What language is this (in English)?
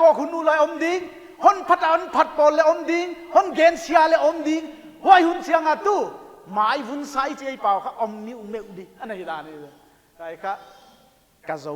Paite Chin